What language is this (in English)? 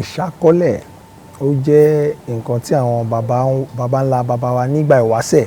Yoruba